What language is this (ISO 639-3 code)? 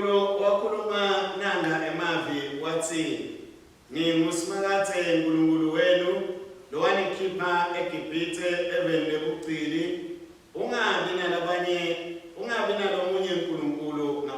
ssw